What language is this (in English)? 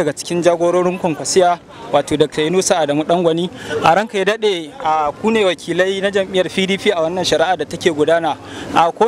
Hausa